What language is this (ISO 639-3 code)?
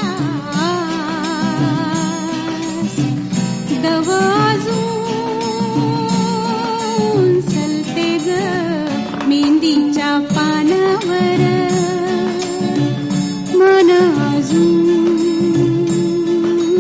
mar